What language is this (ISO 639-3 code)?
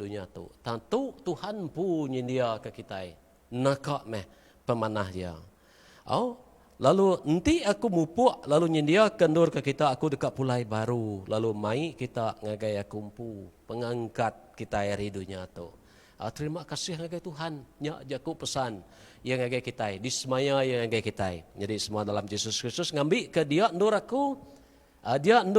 iba